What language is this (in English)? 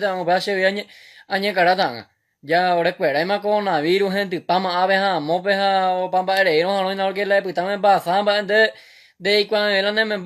Guarani